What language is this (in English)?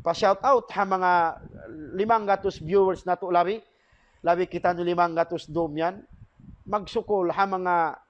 Tausug